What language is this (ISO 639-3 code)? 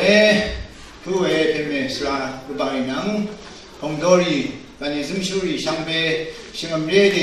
raw